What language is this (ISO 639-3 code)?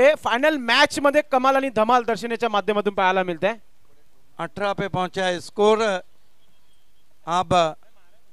mar